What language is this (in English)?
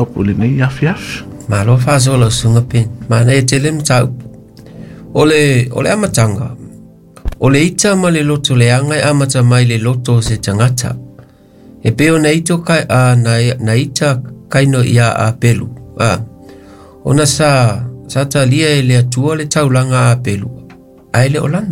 Samoan